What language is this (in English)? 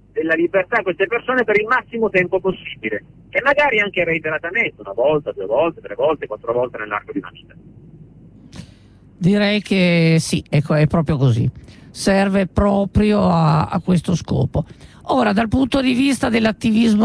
Italian